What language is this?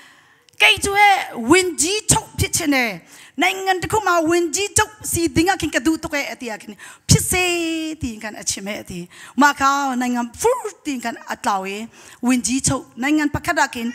Hakha Chin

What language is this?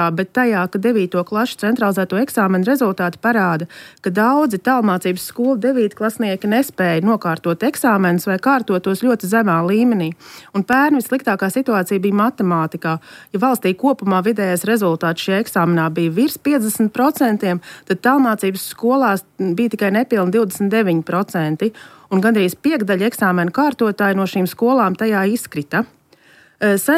Latvian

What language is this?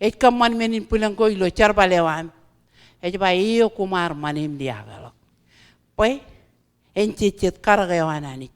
Marshallese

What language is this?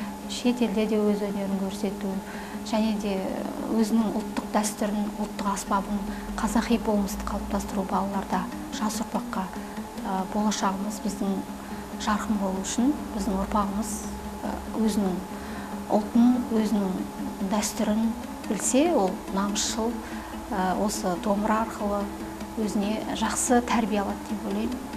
Kazakh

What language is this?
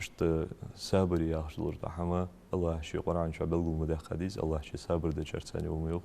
Ingush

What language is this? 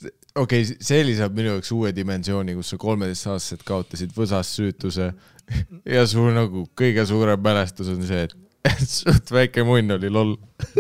Estonian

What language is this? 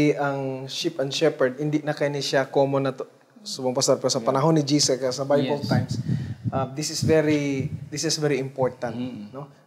Hiligaynon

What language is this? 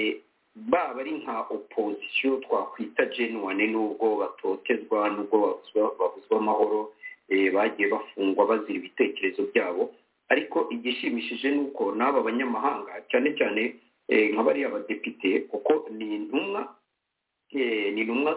Kinyarwanda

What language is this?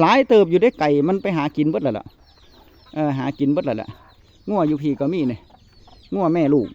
Northeastern Thai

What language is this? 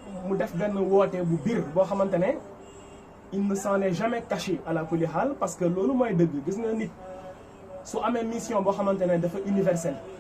Wolof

